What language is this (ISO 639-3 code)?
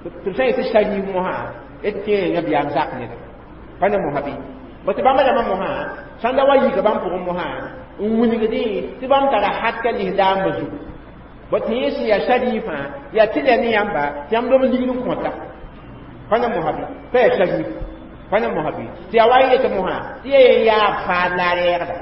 mos